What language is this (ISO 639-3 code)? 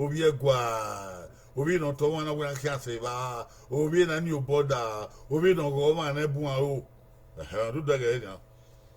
bin